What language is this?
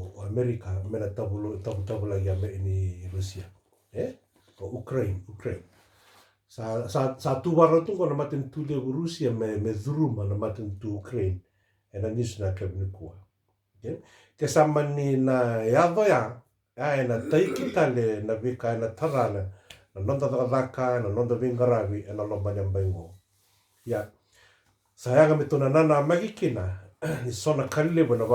Fijian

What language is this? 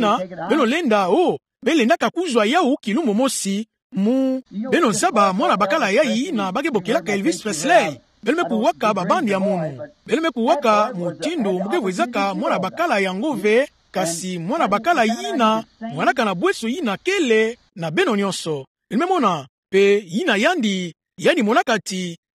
Kituba (Democratic Republic of Congo)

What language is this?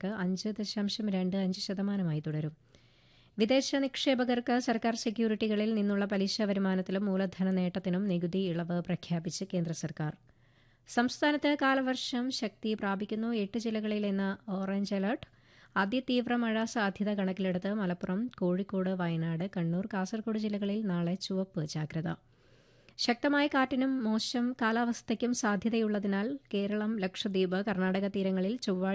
Malayalam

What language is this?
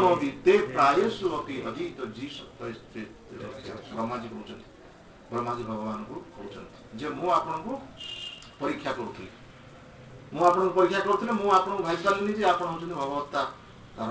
Odia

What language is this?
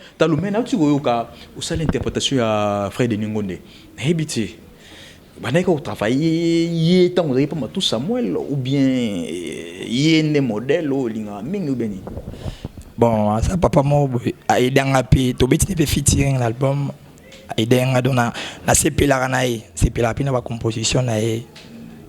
Lingala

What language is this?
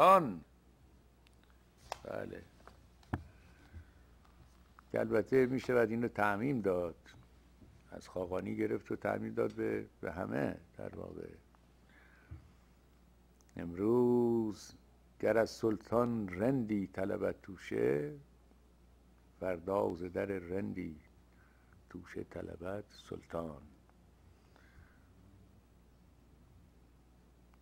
Persian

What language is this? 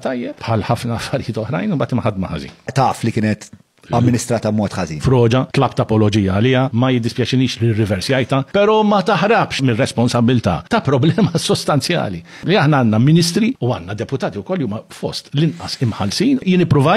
Maltese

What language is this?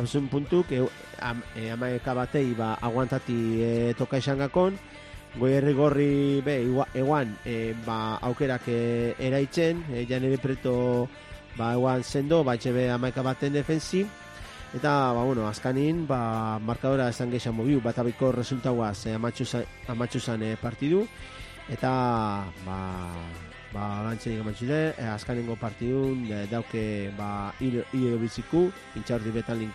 Basque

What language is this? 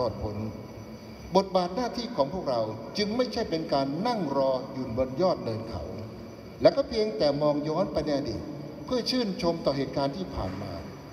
Thai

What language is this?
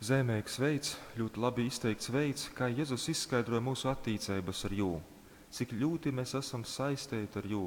Latgalian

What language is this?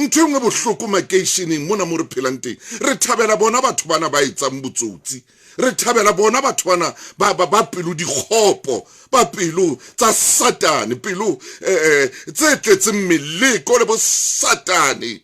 Southern Sotho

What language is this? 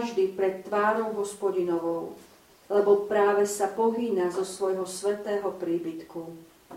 Slovak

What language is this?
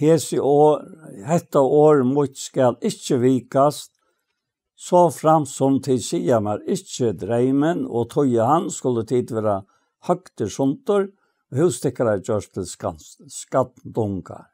Faroese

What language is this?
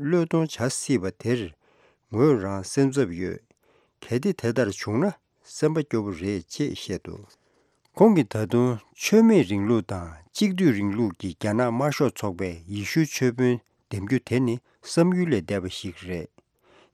Tibetan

